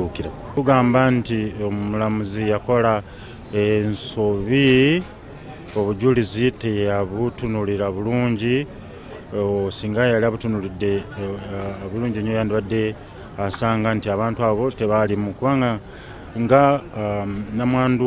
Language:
Ganda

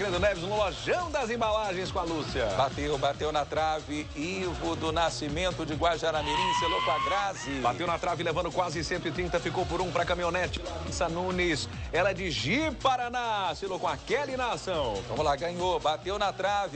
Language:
Portuguese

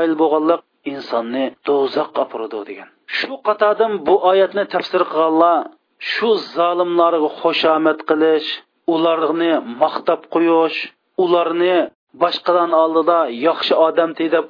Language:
Uyghur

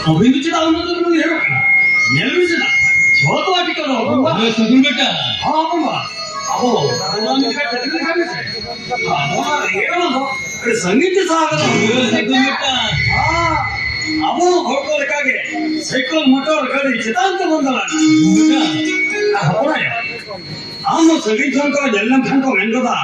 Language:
Santali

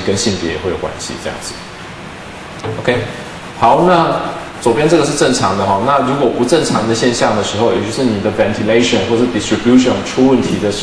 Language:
Chinese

